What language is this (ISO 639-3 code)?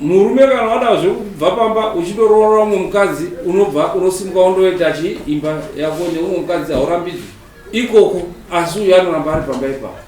sna